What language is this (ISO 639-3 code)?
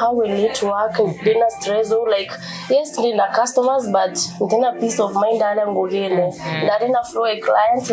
mer